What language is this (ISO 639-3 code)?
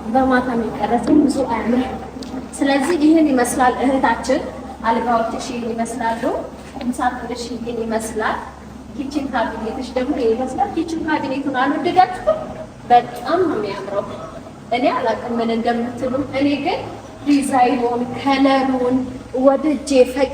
amh